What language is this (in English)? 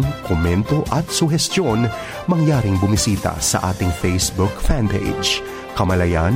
Filipino